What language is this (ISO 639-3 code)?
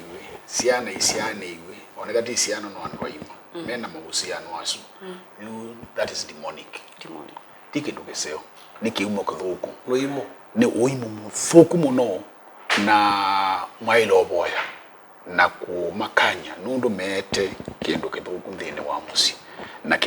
kam